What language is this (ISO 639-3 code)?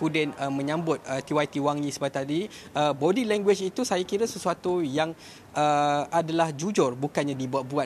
msa